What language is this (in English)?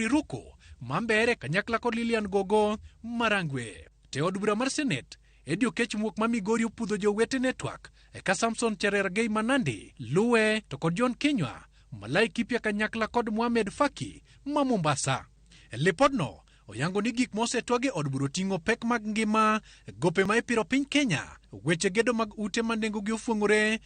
Luo (Kenya and Tanzania)